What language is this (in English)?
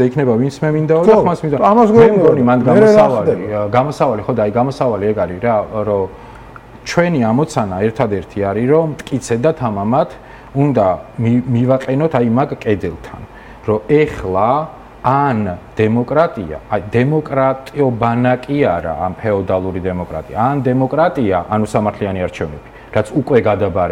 Georgian